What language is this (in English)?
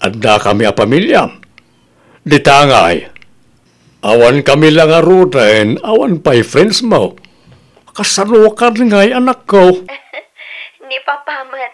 Iloko